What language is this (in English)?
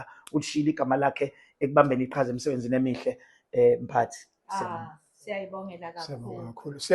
Zulu